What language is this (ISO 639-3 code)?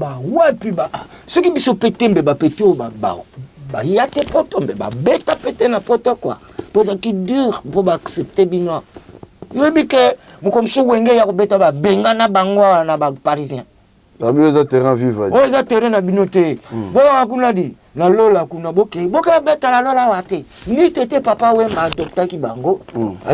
lin